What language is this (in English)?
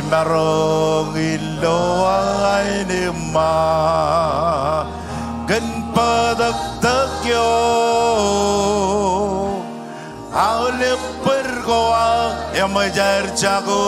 Marshallese